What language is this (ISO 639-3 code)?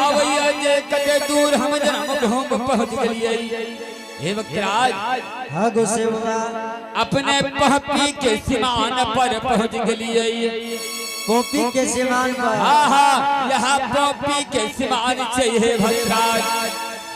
anp